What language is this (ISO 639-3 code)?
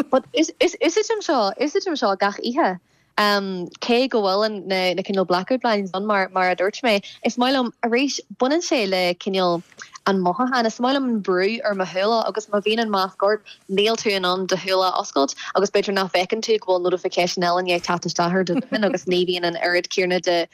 gle